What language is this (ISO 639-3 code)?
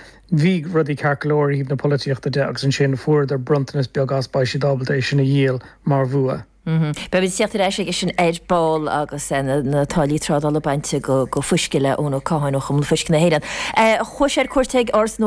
gle